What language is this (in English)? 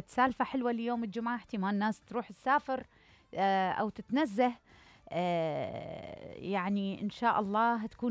Mesopotamian Arabic